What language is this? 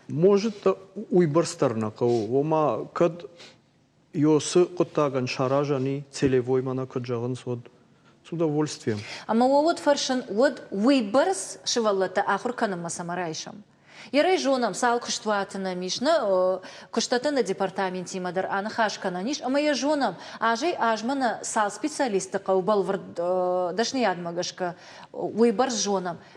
Ossetic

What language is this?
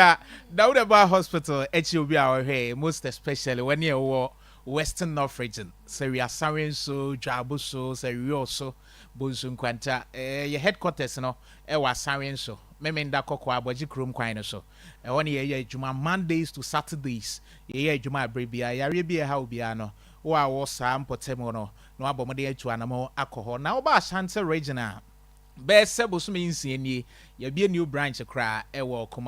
Akan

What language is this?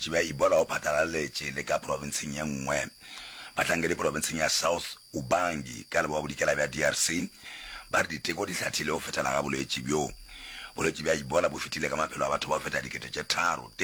Northern Sotho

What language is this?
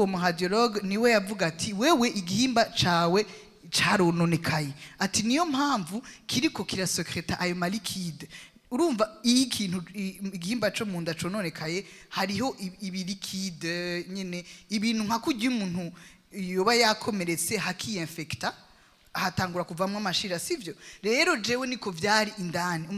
Rundi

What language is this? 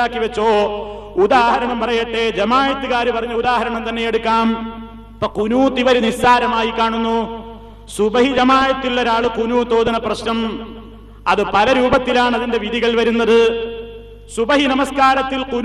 Malayalam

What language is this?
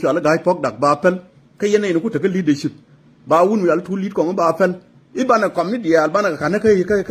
Nuer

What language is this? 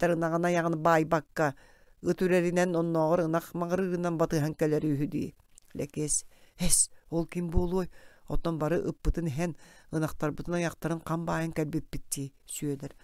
Yakut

